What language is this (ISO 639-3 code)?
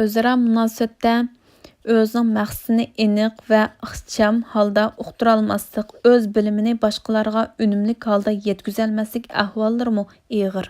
uig